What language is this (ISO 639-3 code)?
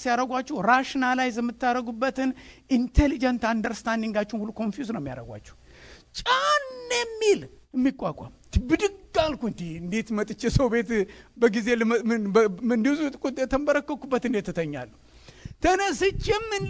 amh